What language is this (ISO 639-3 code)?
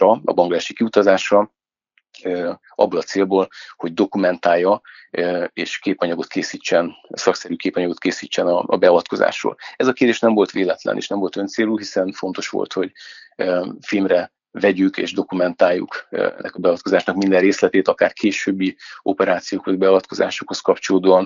hun